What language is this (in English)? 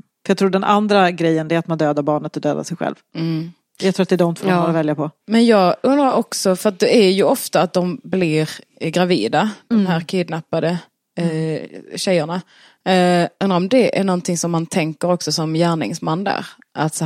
Swedish